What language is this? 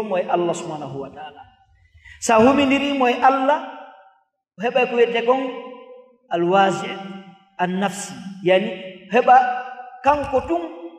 Fula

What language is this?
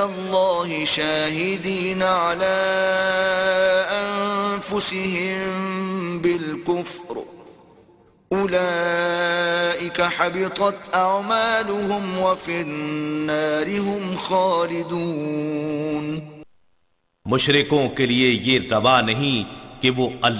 Urdu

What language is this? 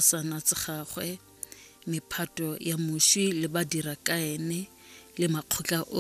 Tswana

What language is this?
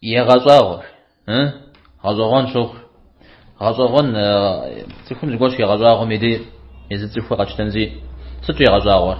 Kabardian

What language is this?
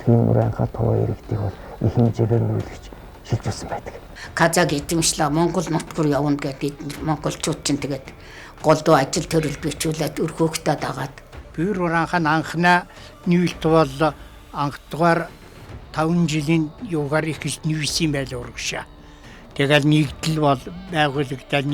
Mongolian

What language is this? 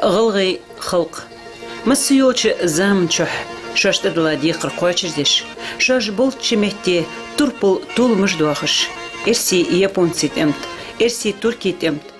Ingush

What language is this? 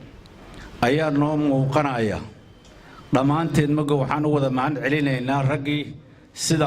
Somali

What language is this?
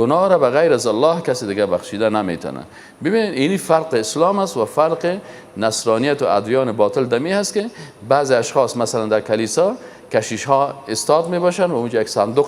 Persian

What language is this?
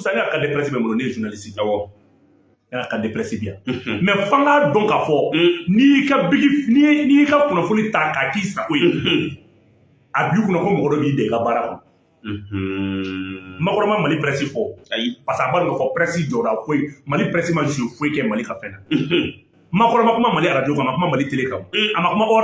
Bambara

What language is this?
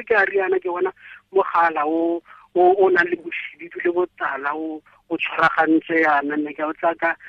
Tswana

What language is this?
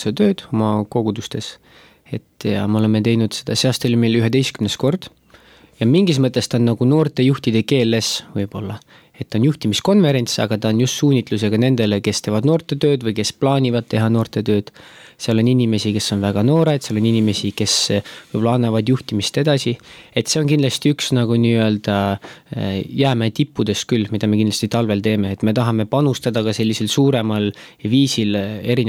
Estonian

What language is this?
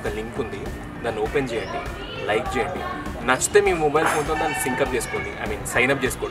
Telugu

